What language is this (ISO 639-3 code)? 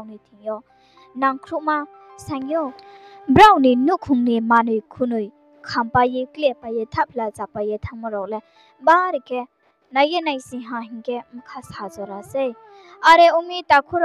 ria